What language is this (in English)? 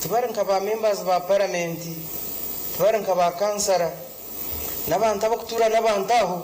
Nyankole